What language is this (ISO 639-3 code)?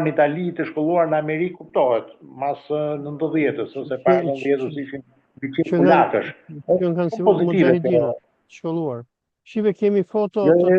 sqi